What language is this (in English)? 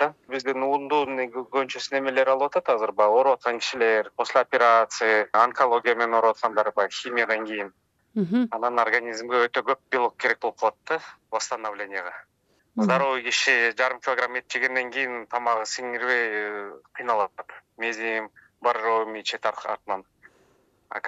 Kyrgyz